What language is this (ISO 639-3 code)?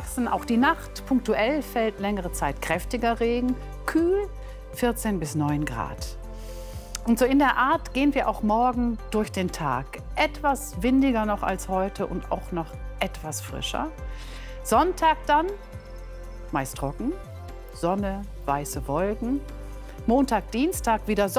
deu